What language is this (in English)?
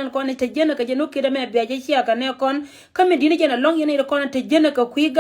Nuer